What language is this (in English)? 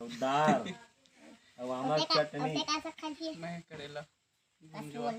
Chhattisgarhi